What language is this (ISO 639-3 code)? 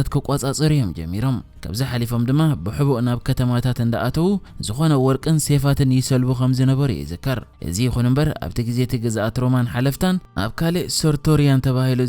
tir